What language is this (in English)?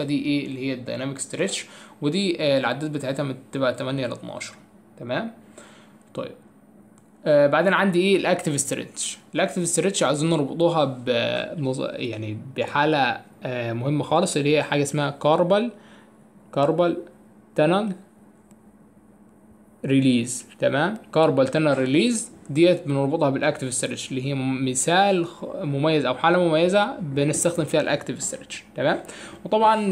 Egyptian Arabic